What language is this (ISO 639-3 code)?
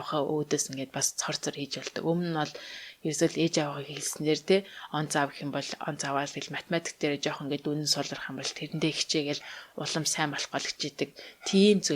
mon